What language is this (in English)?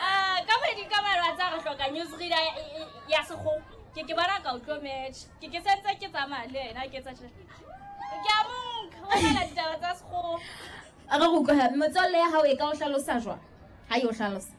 Southern Sotho